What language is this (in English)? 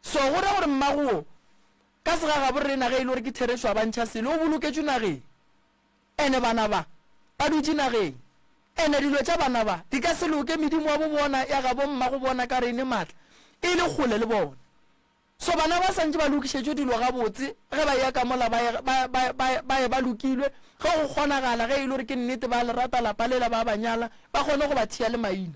Northern Sotho